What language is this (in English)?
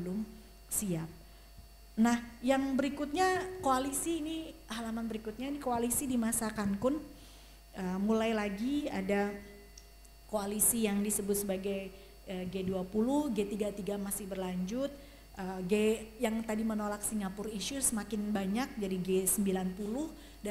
Indonesian